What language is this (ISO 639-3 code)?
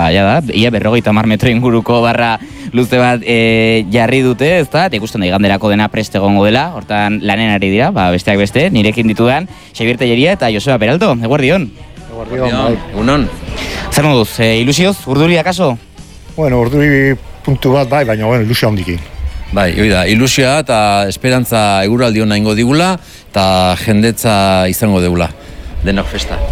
eus